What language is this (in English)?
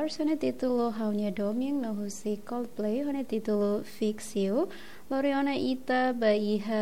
Tetum